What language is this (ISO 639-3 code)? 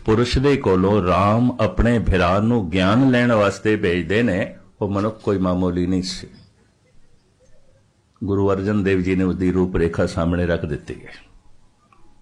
pan